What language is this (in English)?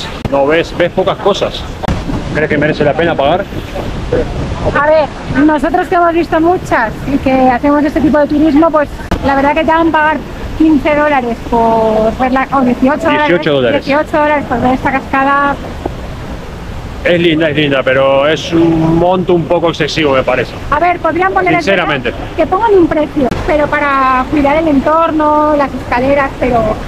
Spanish